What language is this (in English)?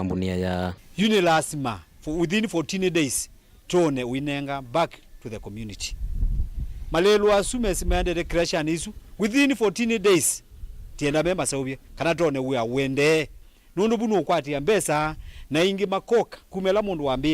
Kamba